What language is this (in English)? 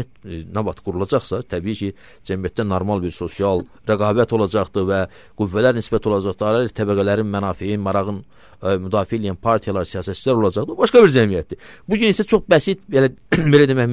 Azerbaijani